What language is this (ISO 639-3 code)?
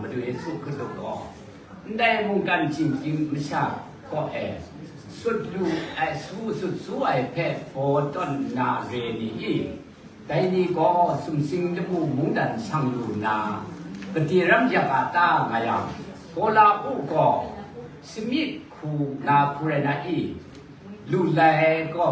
kac